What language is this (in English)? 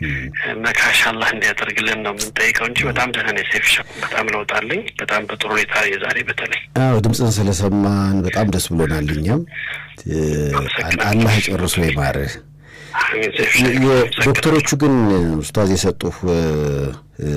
Amharic